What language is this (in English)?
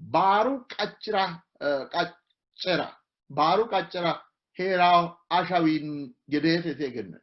Sidamo